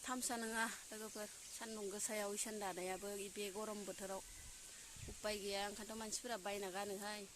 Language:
Bodo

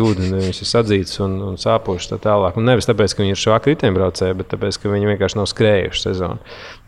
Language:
Latvian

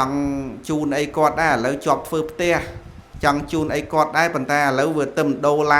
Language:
Khmer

